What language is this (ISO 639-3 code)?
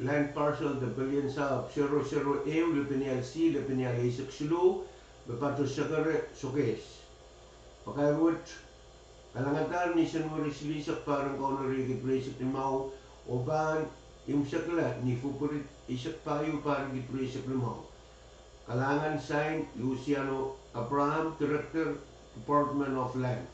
pon